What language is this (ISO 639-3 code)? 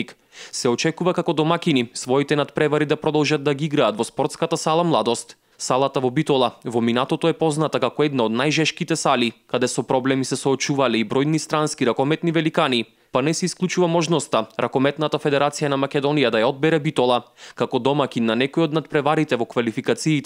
mkd